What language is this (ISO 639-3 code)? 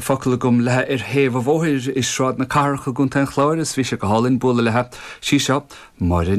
gle